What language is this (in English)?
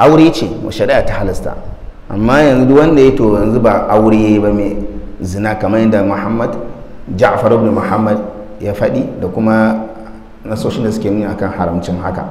Hausa